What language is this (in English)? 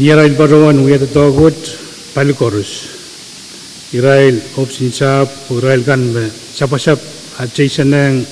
Pohnpeian